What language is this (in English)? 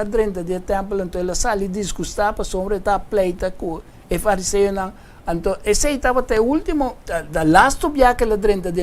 Papiamento